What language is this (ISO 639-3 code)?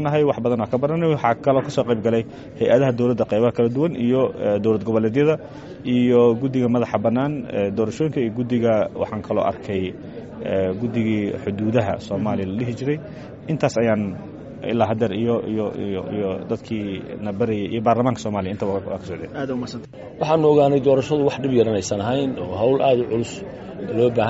som